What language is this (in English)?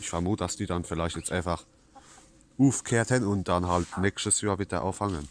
Palatine German